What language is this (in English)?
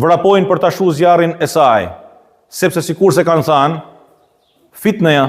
Albanian